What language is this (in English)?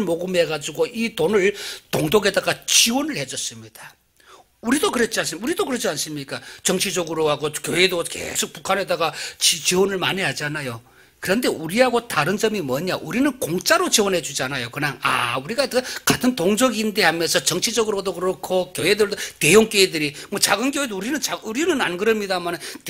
Korean